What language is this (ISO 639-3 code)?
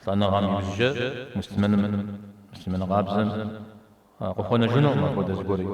kbd